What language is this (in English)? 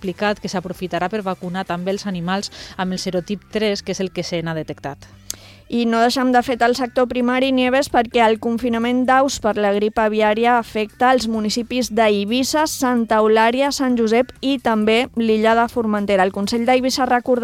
Catalan